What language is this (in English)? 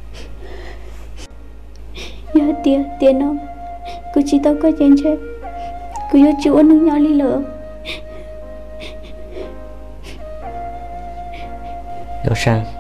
Vietnamese